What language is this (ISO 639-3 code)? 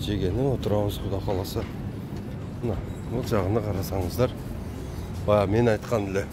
kir